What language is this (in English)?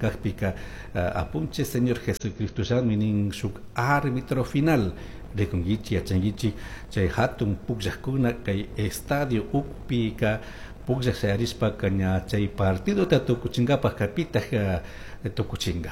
Chimborazo Highland Quichua